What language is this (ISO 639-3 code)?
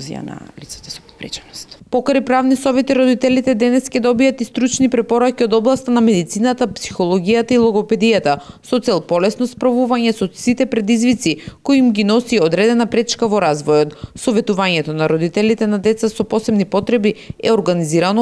mkd